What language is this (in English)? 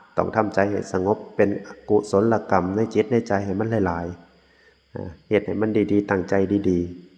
Northeastern Thai